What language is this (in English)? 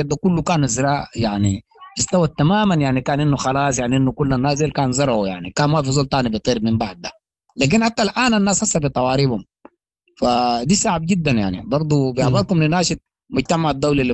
Sudanese Arabic